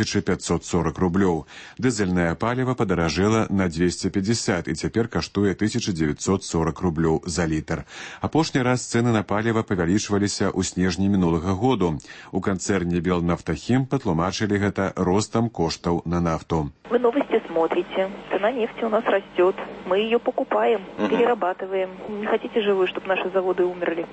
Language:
Belarusian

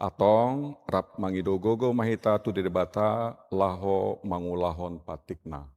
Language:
Batak Toba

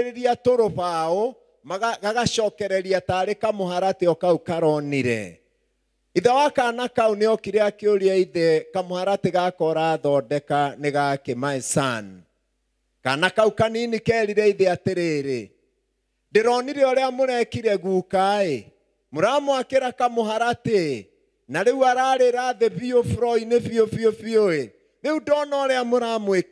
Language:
Kikuyu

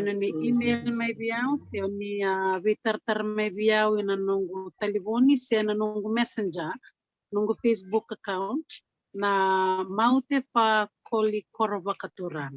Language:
Fijian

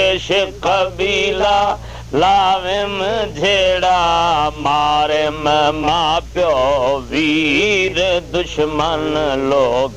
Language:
Saraiki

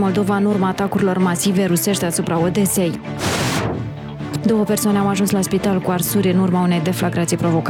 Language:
Romanian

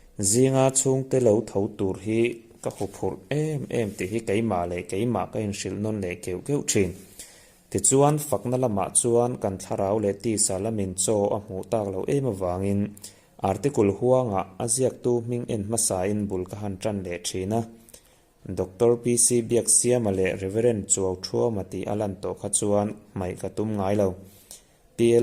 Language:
Mizo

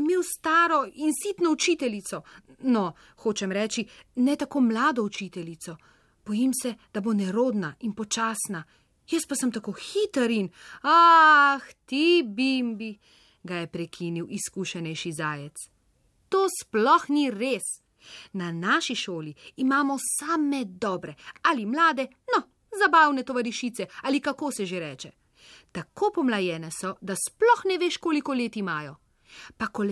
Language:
Slovenian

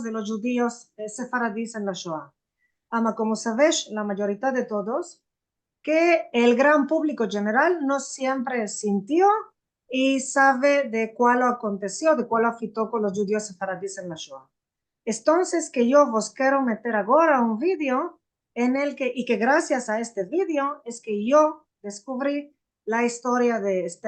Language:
Ladino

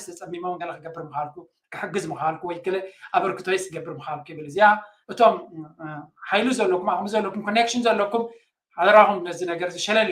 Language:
Tigrinya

